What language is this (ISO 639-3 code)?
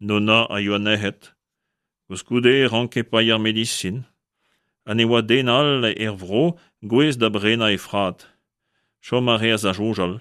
bre